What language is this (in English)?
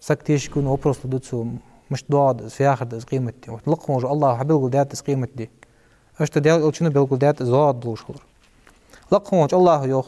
Ingush